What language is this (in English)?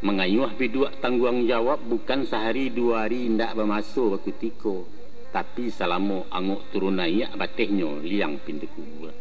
Minangkabau